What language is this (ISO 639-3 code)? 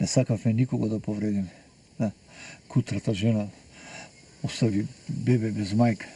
mkd